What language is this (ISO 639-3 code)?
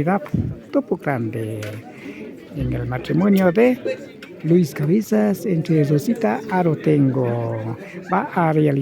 qvi